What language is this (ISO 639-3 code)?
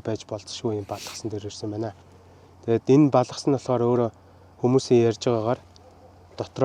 mon